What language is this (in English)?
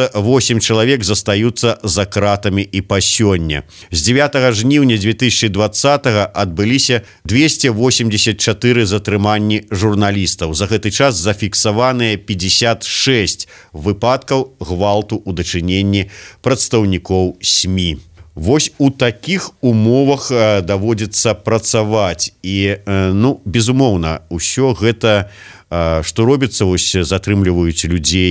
Belarusian